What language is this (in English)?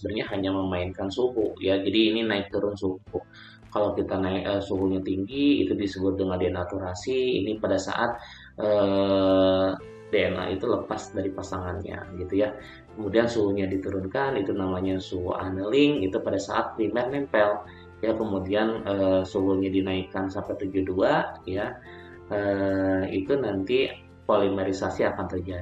Indonesian